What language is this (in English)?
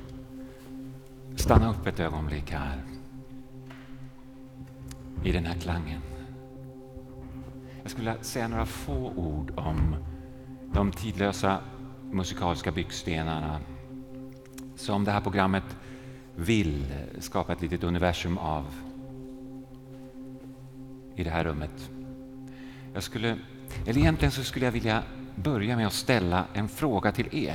Swedish